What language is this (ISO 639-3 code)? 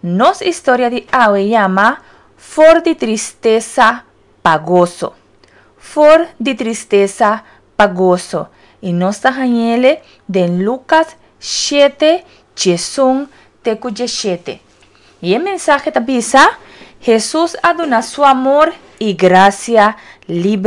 pap